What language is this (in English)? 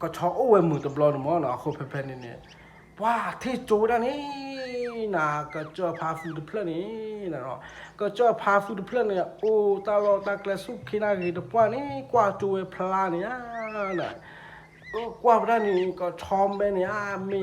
S'gaw Karen